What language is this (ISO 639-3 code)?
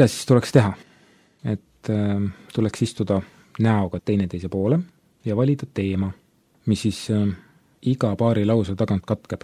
est